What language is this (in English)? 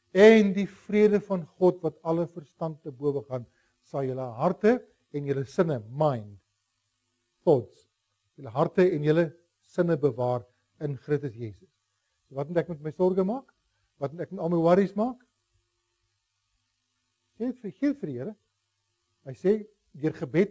Afrikaans